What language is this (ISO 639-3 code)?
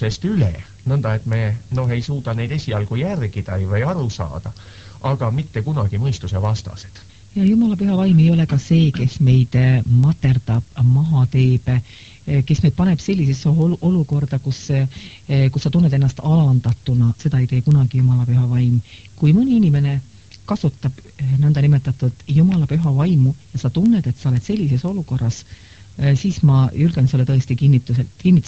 est